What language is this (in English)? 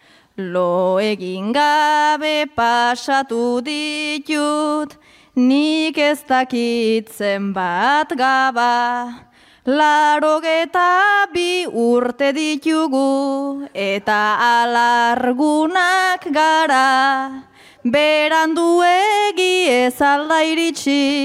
Basque